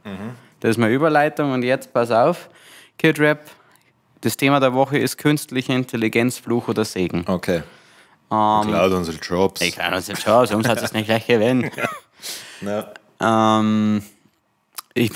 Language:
Bavarian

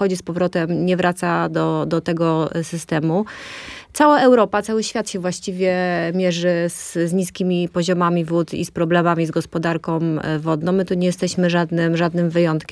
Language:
Polish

